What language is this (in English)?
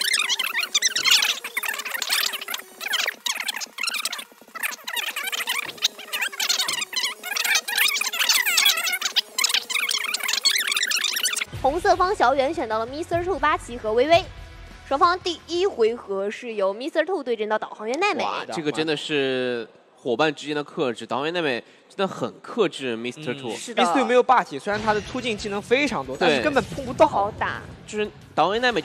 Chinese